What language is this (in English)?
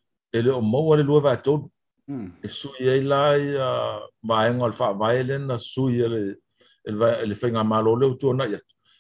Samoan